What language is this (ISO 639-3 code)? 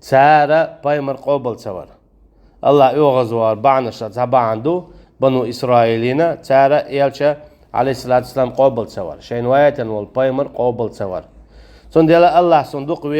che